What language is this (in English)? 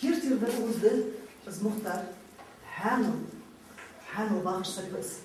Ingush